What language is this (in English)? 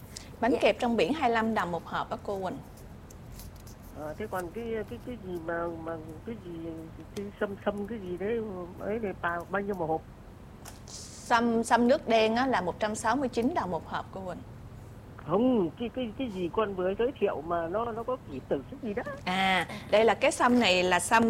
Vietnamese